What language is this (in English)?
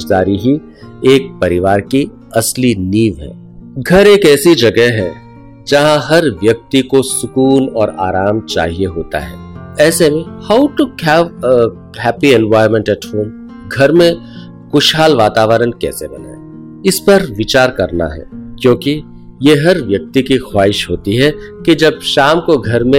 Hindi